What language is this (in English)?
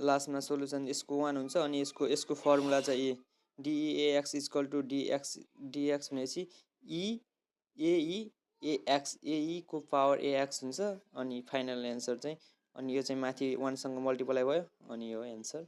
Nepali